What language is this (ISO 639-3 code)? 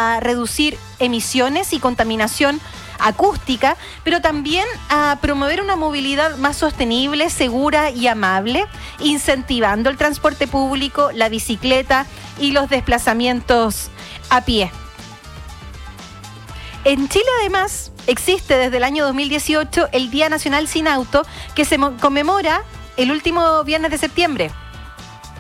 spa